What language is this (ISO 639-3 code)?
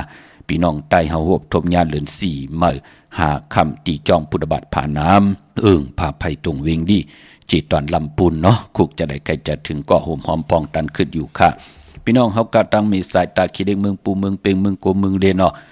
shn